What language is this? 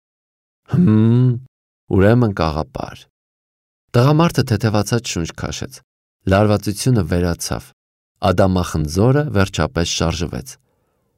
Armenian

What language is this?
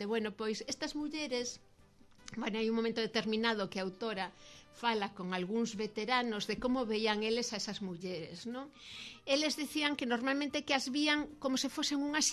Galician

